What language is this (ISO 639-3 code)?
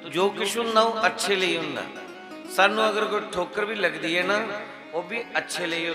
doi